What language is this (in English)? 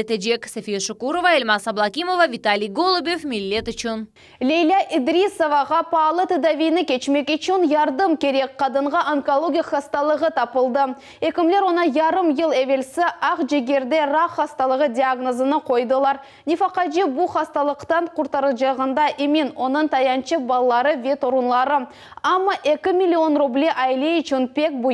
Crimean Tatar